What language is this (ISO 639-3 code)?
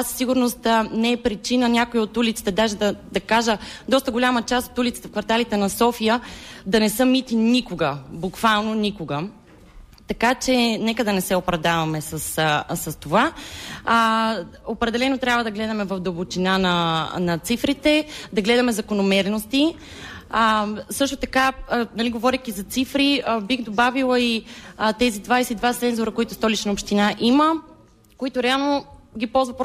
bul